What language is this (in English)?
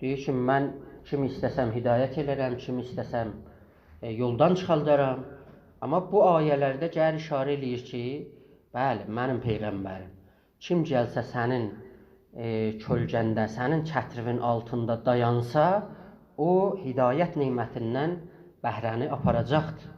South Azerbaijani